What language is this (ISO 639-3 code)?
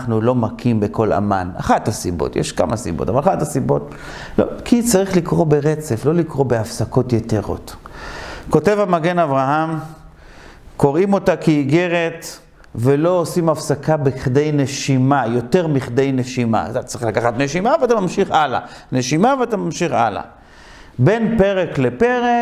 heb